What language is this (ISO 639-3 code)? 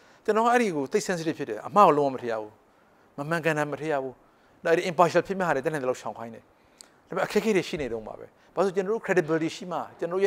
mya